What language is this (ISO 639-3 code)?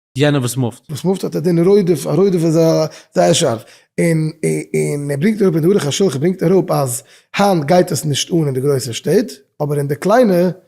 yid